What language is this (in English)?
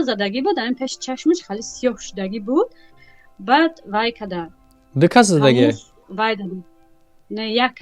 Tajik